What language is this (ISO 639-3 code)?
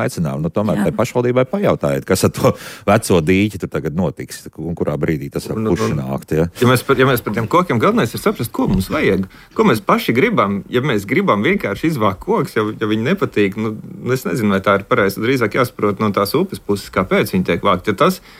lav